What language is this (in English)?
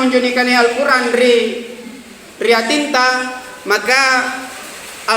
Makasar